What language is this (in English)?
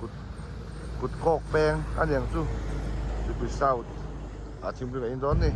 Mizo